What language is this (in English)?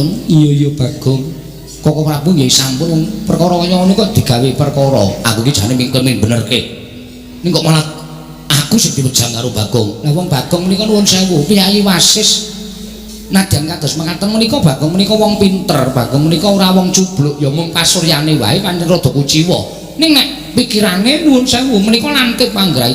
Javanese